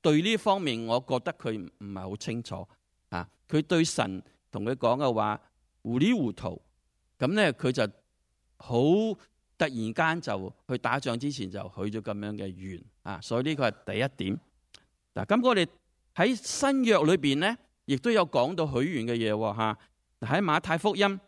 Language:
Cantonese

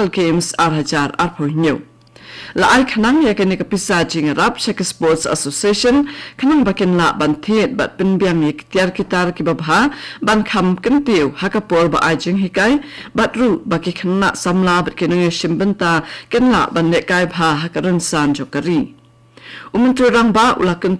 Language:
Khasi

